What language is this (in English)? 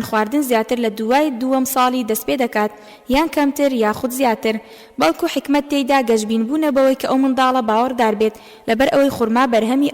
Central Kurdish